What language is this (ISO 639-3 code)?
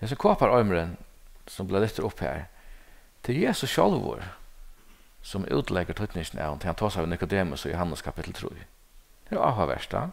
fao